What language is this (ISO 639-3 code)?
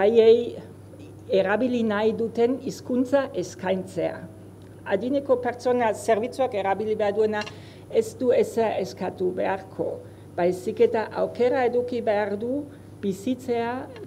eus